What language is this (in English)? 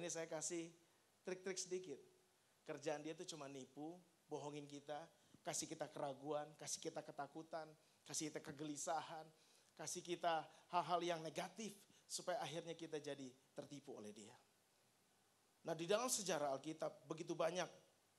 Indonesian